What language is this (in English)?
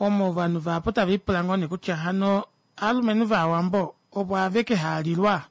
Kuanyama